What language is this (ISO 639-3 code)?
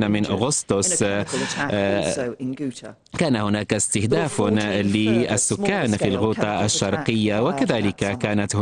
ara